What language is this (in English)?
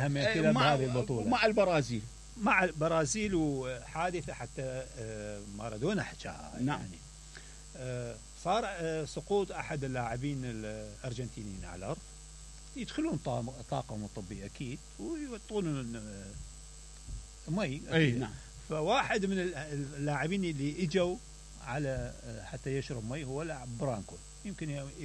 Mesopotamian Arabic